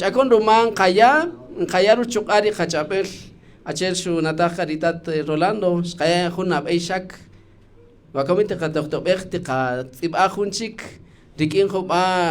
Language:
Kaqchikel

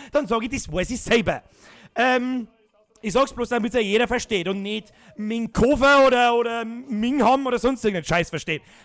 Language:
Bavarian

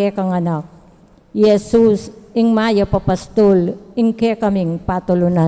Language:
Pampanga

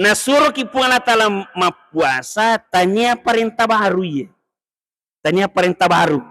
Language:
Buginese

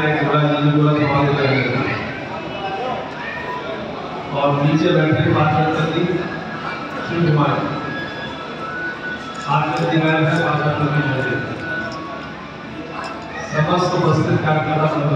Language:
Hindi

